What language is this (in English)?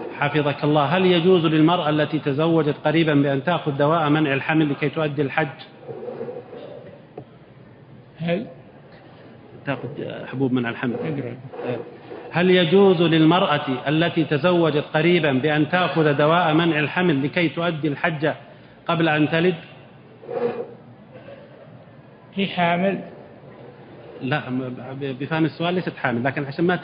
Arabic